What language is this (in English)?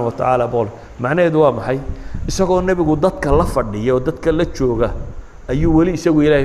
Somali